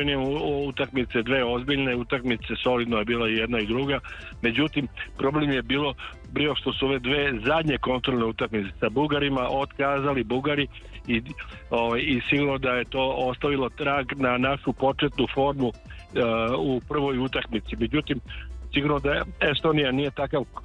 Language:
Serbian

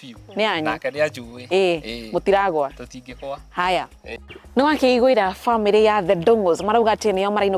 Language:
Kikuyu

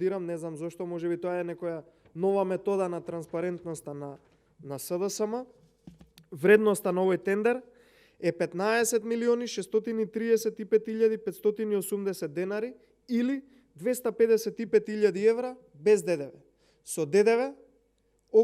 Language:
Macedonian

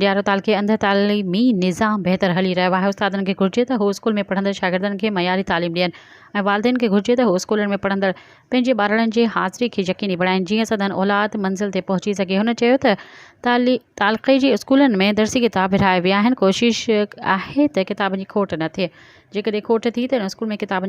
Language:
Sindhi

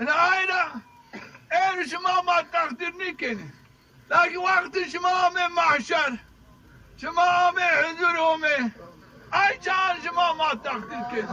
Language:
Zaza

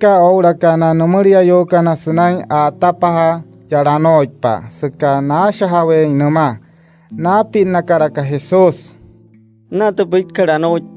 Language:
Wayuu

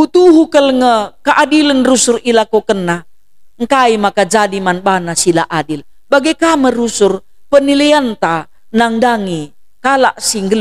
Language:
Batak Karo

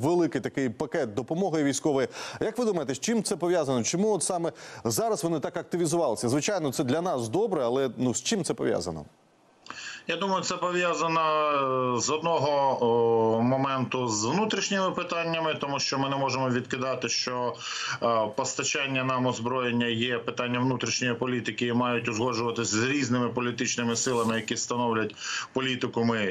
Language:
Ukrainian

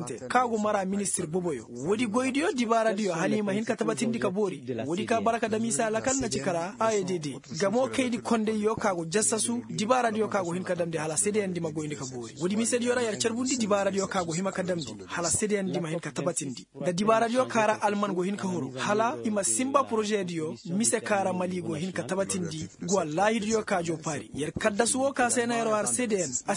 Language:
Koyraboro Senni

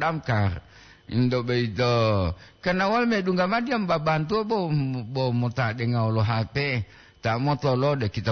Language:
Gorontalo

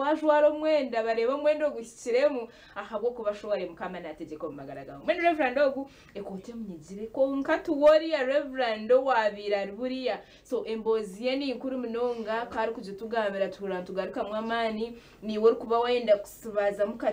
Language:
Nyankole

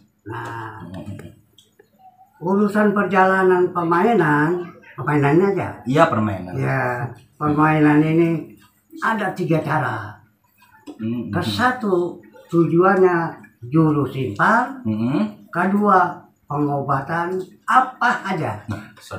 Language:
Betawi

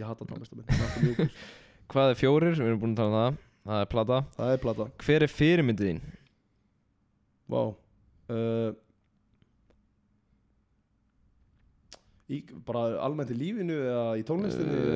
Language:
Icelandic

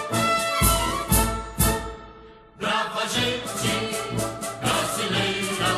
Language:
Portuguese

